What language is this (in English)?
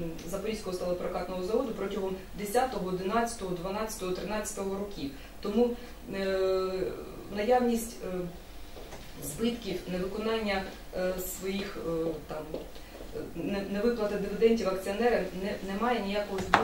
Ukrainian